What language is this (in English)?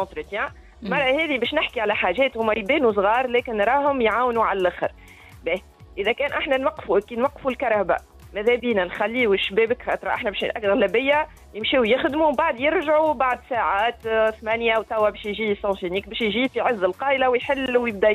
Tunisian Arabic